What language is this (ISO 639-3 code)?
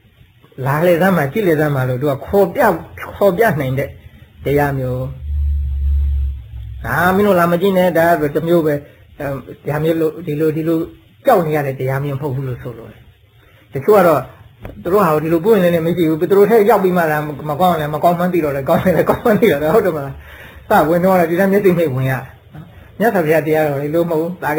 mya